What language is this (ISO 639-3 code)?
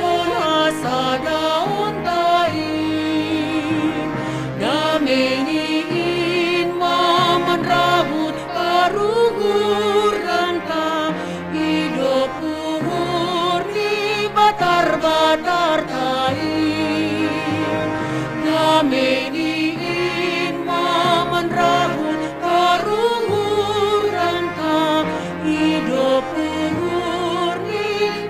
bts